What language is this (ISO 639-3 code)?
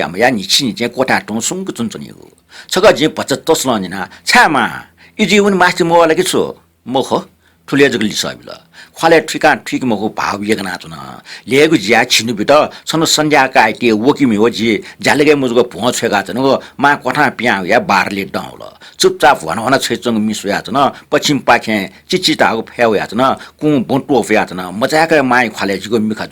new